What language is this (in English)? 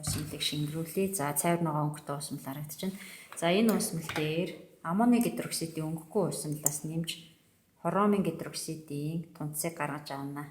Mongolian